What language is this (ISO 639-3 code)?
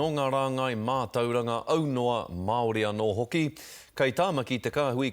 mri